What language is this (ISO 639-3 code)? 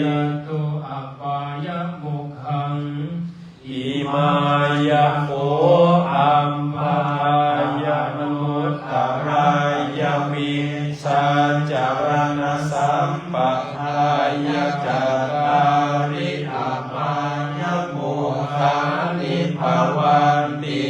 pli